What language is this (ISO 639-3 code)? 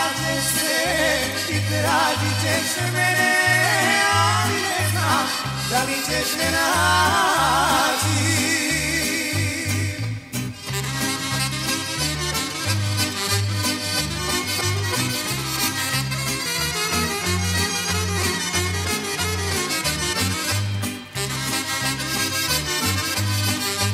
srp